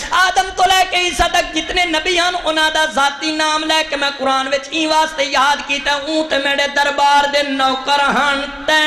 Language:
Saraiki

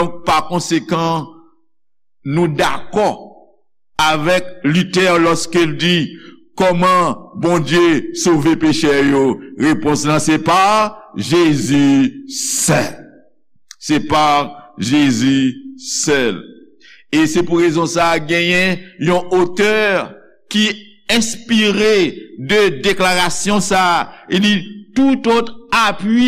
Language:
Haitian Creole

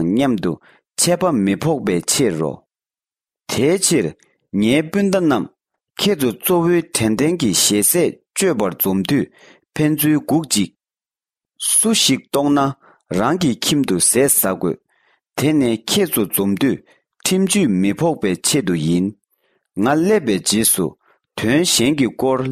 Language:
Tibetan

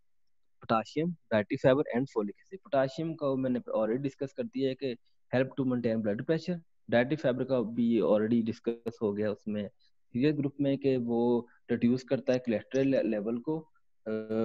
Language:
Hindi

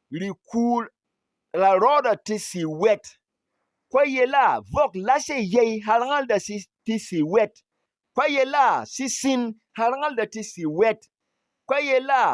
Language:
Berom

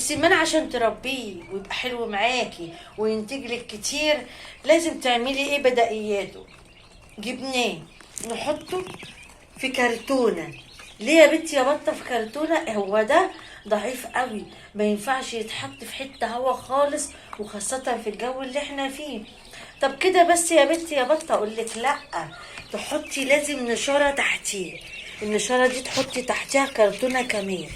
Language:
Egyptian Arabic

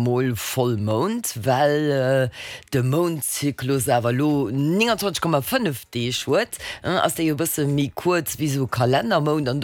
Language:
Luxembourgish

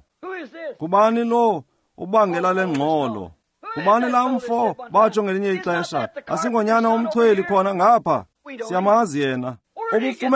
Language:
Xhosa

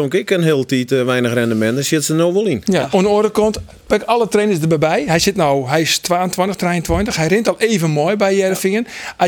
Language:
Western Frisian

